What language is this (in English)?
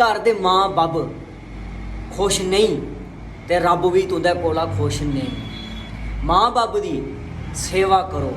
Dogri